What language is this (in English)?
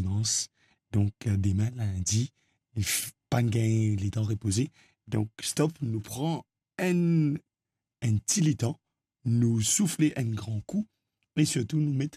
Morisyen